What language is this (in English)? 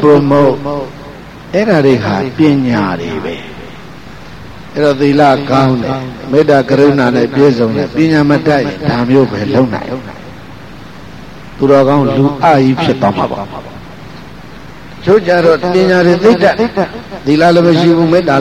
Burmese